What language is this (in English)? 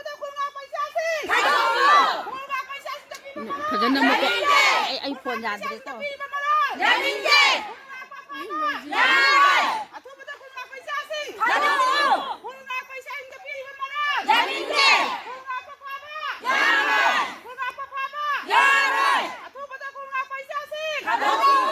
Manipuri